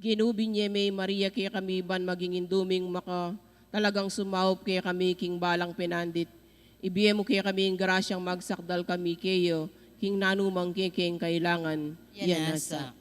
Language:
Pampanga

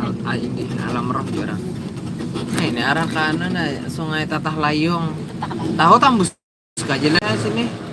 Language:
Banjar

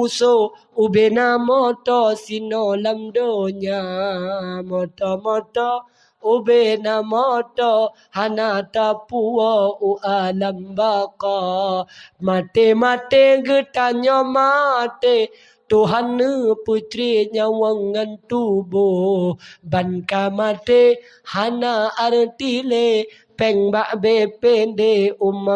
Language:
Achinese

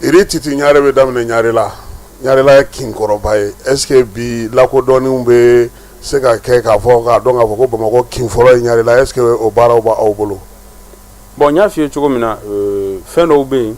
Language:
Bambara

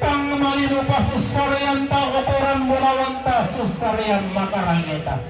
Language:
Toraja-Sa'dan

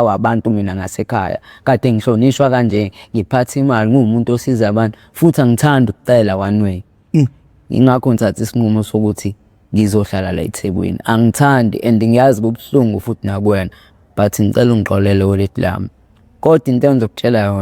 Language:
Zulu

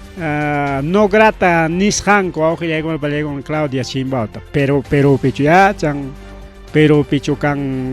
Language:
Ayacucho Quechua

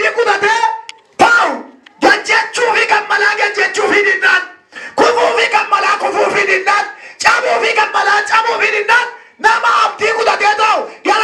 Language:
Oromo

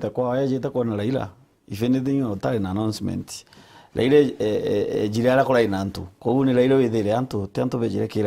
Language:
Meru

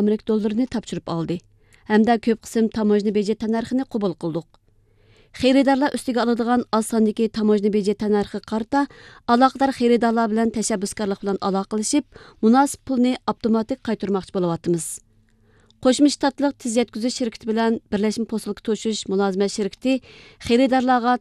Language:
Uyghur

